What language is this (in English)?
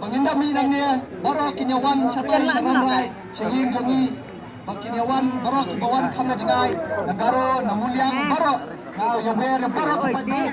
Khasi